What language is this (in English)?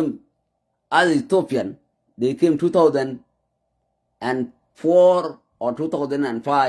Nuer